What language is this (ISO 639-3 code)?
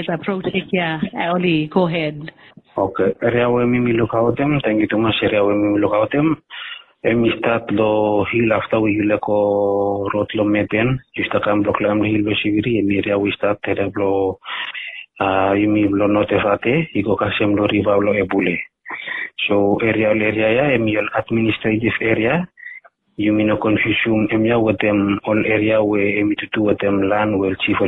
bis